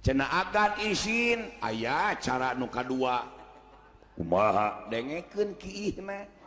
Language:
Sundanese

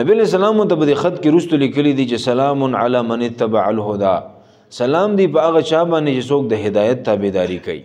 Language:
Pashto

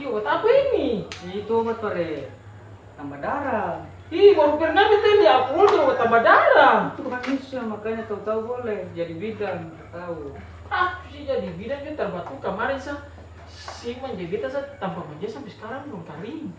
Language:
Ambonese Malay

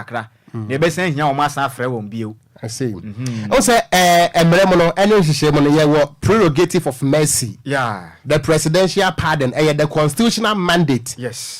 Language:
Akan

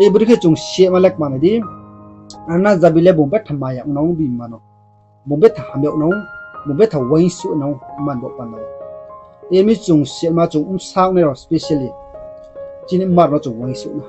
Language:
Riang (India)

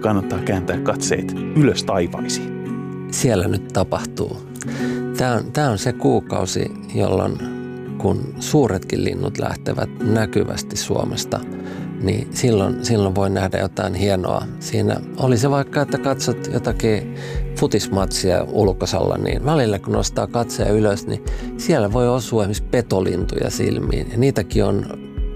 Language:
Finnish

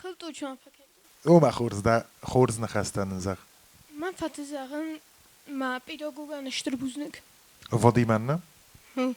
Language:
Ossetic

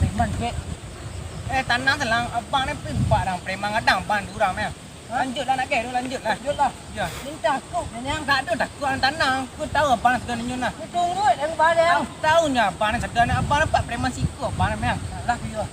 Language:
Minangkabau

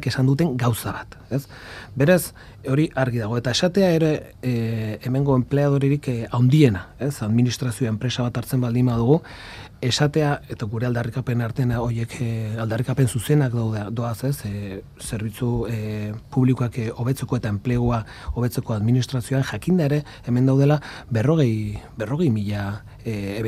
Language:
Basque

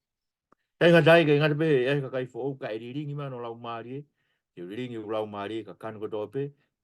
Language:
Tongan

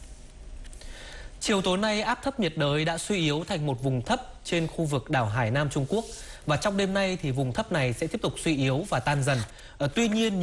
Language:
Vietnamese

